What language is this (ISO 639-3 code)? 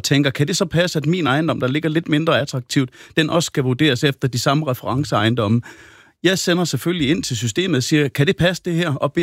dan